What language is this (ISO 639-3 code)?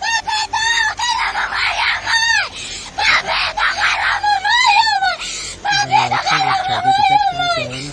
quy